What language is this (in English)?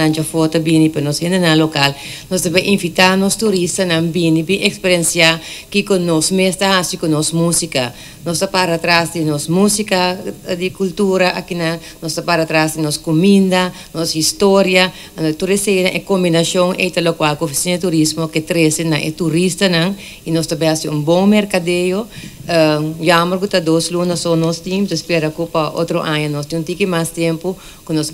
Papiamento